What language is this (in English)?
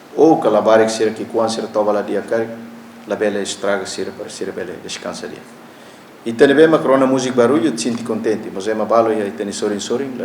Tetum